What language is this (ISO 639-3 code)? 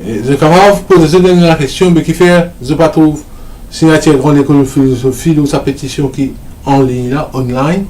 mfe